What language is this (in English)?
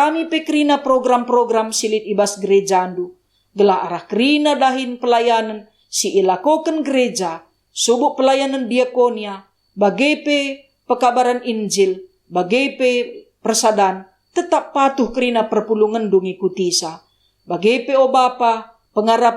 Batak Karo